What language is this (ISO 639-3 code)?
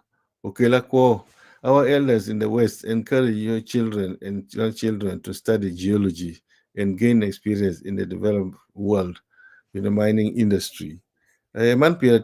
ach